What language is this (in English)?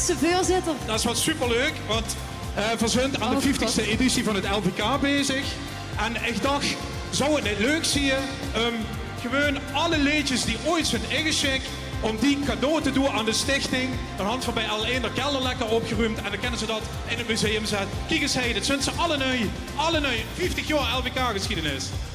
Limburgish